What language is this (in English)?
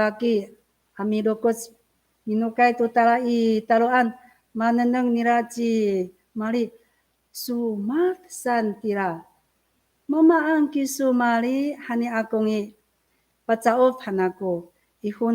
Amis